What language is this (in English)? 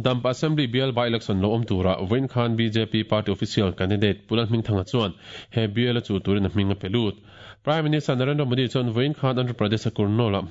Mizo